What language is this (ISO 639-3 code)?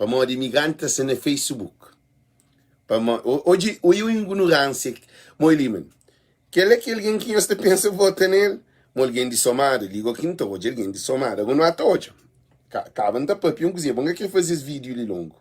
kea